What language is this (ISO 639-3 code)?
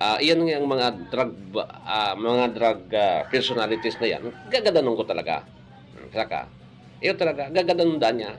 bik